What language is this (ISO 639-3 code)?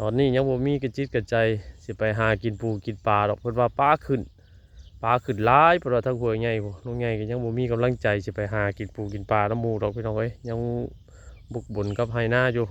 tts